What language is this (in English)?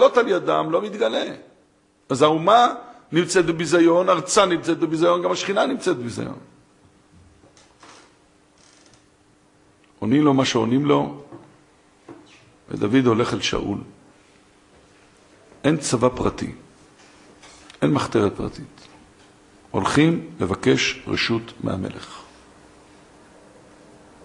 Hebrew